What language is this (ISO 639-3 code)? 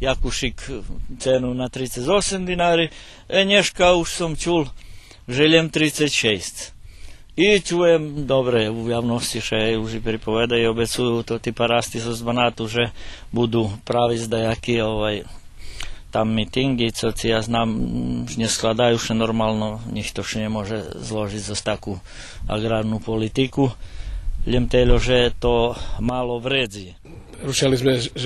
rue